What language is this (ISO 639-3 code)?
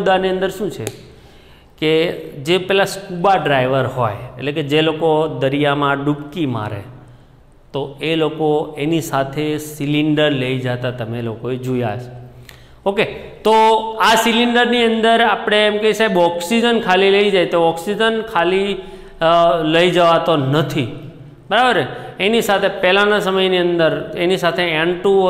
guj